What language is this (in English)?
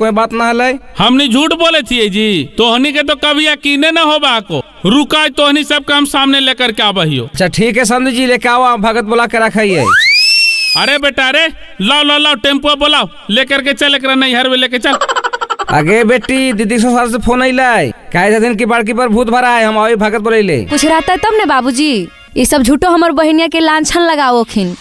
Magahi